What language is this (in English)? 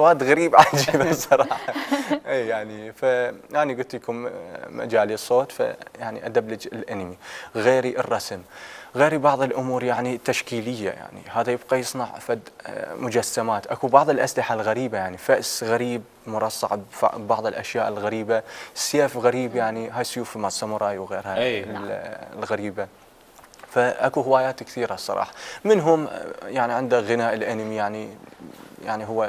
Mesopotamian Arabic